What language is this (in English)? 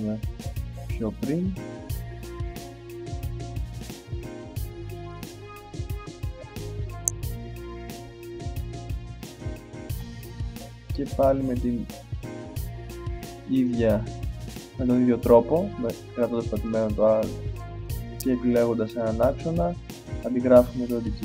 Greek